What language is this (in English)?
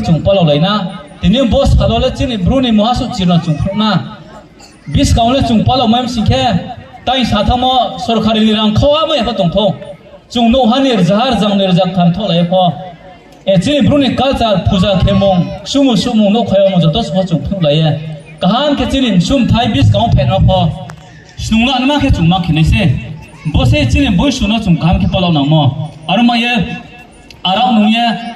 Riang (India)